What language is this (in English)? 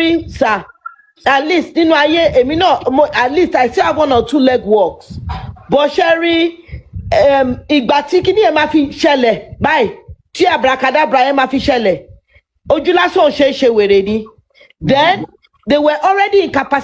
Yoruba